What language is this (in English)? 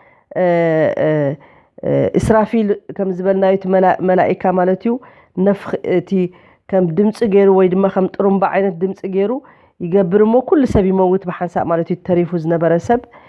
Tigrinya